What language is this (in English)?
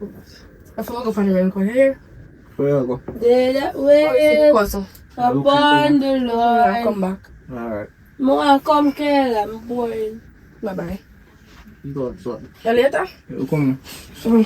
Jamaican Creole English